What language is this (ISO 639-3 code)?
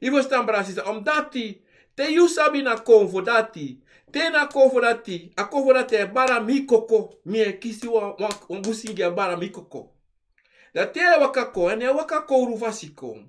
srn